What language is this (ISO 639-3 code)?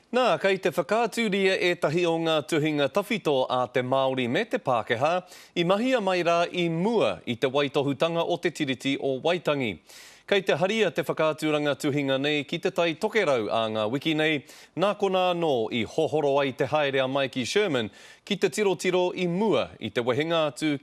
mri